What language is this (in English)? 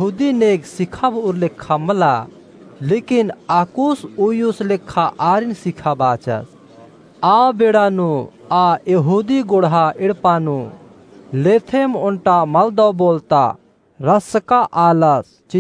Kurukh